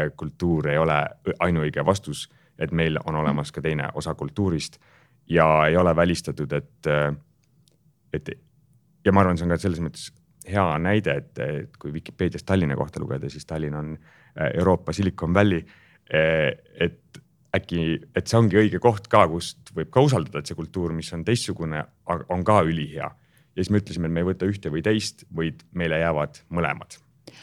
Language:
Estonian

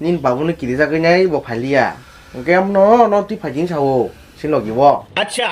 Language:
Kok Borok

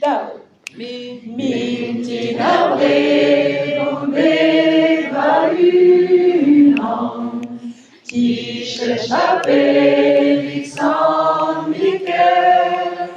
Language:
Breton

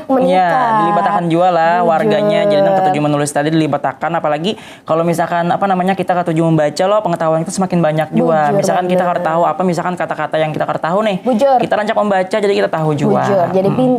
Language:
Banjar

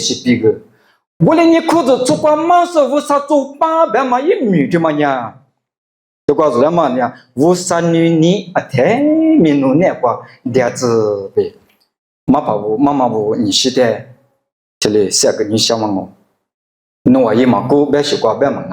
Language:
Lisu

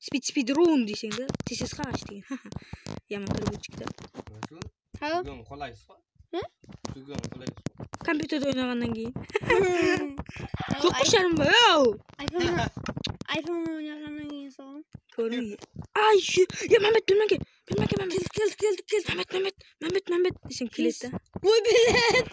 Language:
Kara-Kalpak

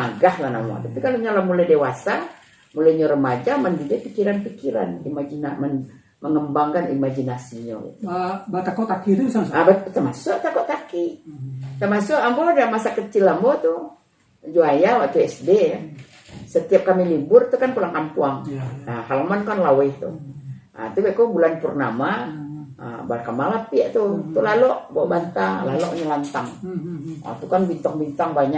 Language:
Minangkabau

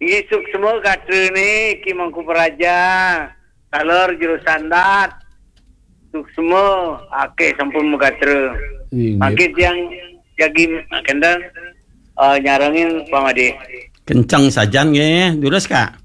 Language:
Balinese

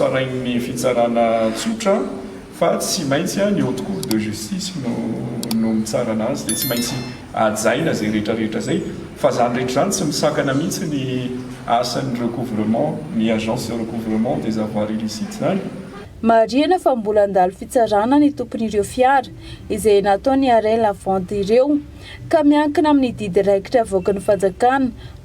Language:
Malagasy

